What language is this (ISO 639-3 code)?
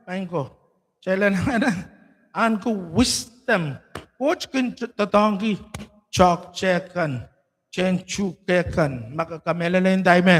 pon